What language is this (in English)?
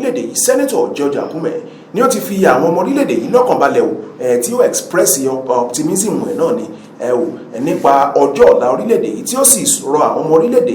Yoruba